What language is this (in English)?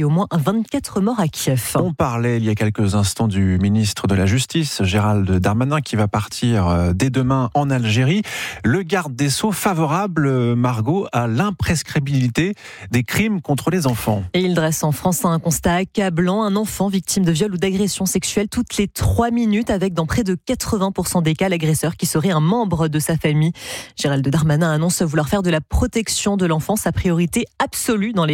French